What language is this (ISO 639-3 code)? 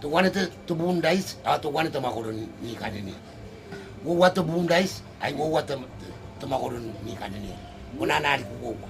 gil